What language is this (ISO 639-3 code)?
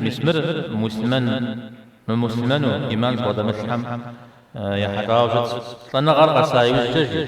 kbd